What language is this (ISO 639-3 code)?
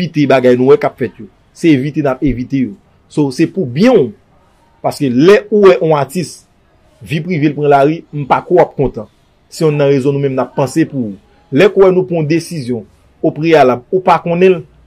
hat